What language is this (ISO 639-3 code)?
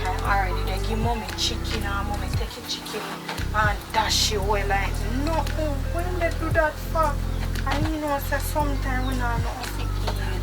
jam